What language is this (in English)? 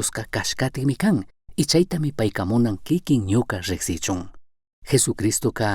Chimborazo Highland Quichua